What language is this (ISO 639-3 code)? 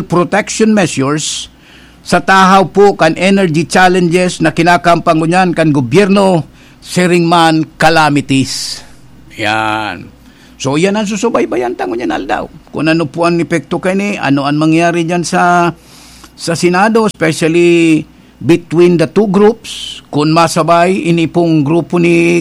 bik